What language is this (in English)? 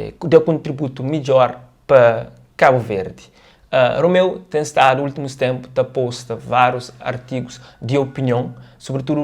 Kabuverdianu